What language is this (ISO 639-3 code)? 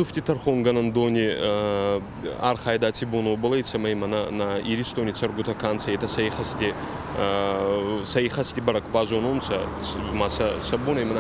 oss